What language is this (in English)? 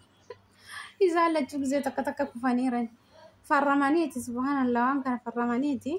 Oromo